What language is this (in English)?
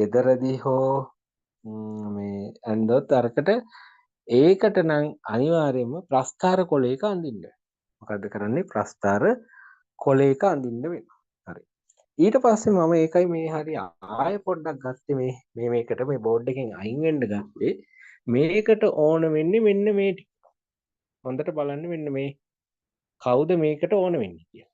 Sinhala